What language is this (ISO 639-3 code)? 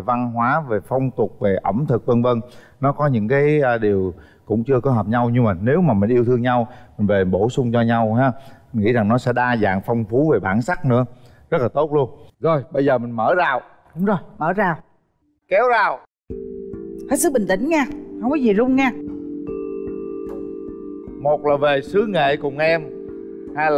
vie